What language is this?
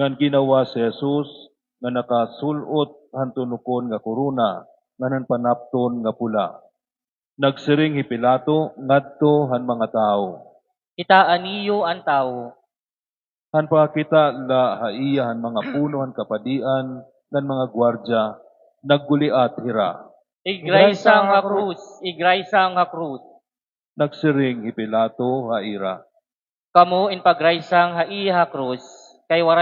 Waray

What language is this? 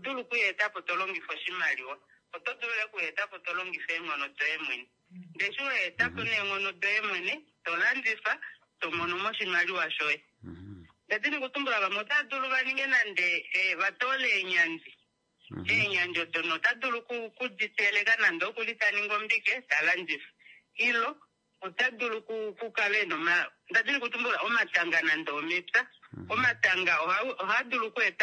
Kuanyama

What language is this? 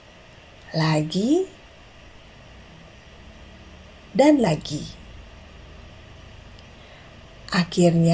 Indonesian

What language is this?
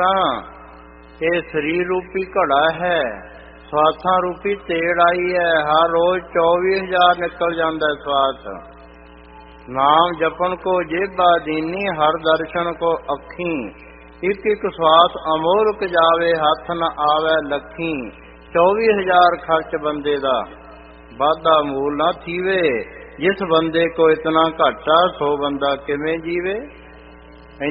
Punjabi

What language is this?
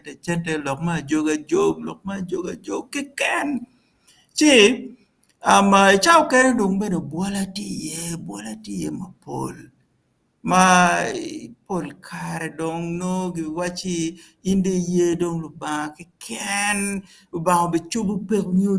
Acoli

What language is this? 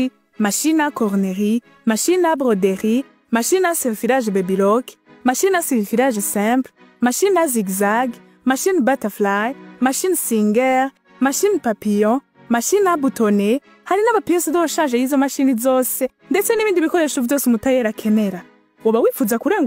Rundi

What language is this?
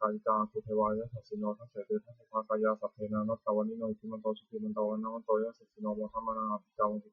Pali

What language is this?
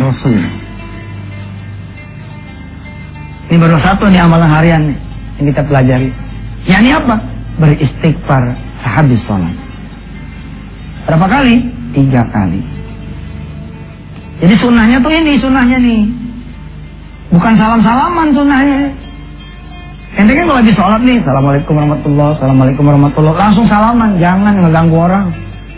Indonesian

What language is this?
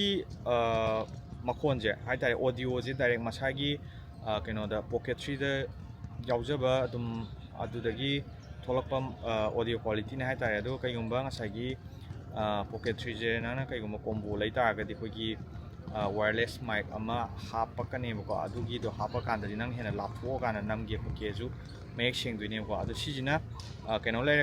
Manipuri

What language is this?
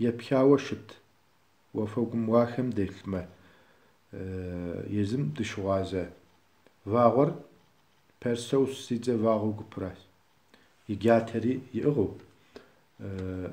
Kabardian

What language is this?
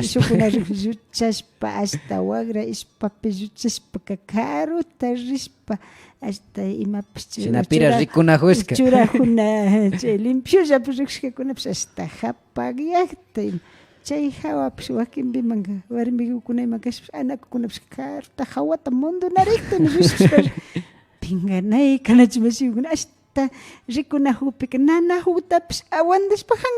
Imbabura Highland Quichua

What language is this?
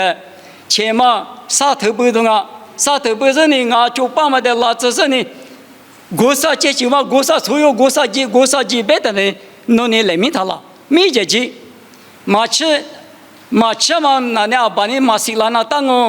Lisu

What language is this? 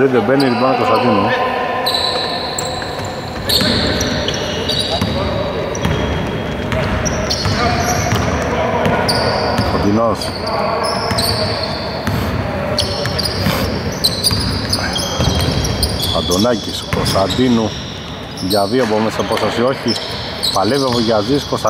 Greek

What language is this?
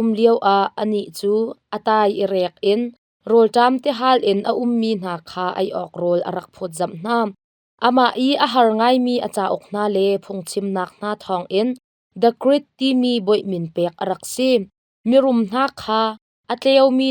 Hakha Chin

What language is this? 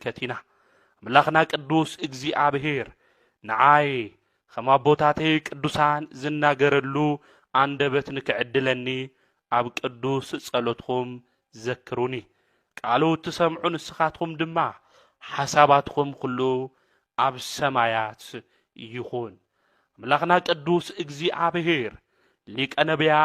Tigrinya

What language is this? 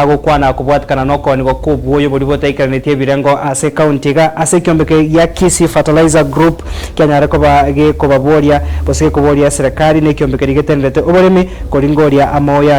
Gusii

